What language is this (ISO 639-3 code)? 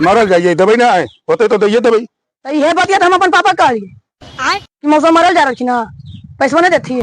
mag